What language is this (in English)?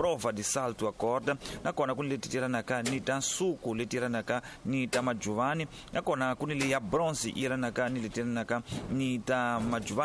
Tsonga